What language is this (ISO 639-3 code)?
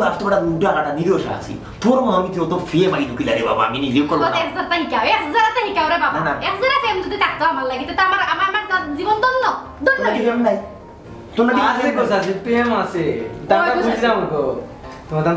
syl